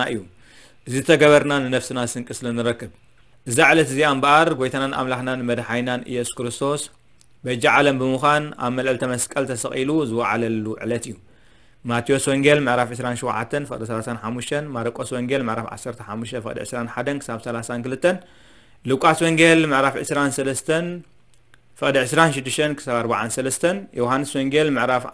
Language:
Tigrinya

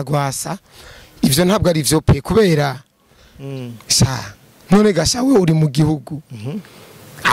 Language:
Rundi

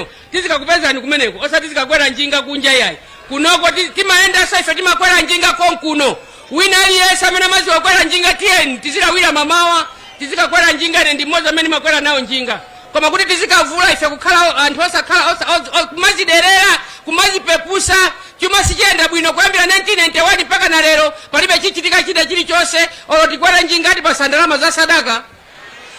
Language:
Nyanja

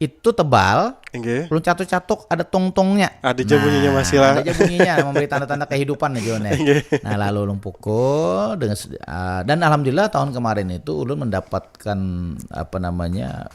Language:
Banjar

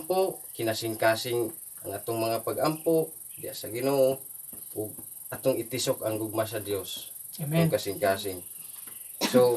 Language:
Cebuano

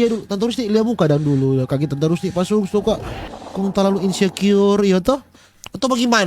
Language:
Manado Malay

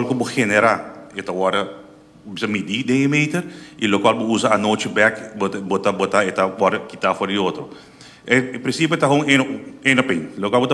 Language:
Papiamento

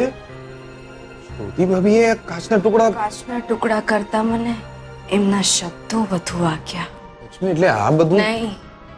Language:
Gujarati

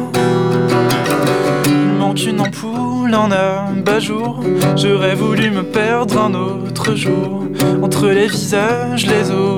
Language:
French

